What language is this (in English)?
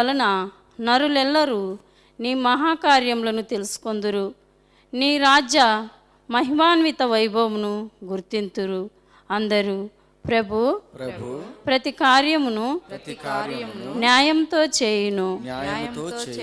Telugu